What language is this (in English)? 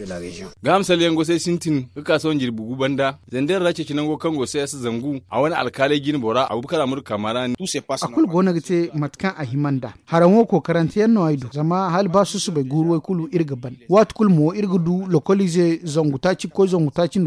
Zarma